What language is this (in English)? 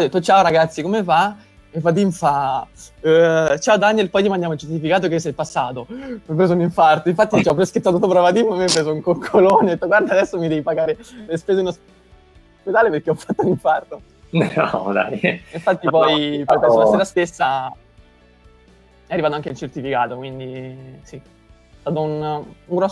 Italian